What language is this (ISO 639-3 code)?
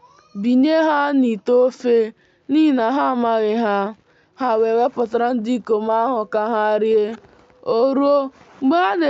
ibo